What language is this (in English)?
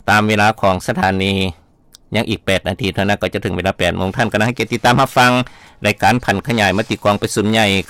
Lao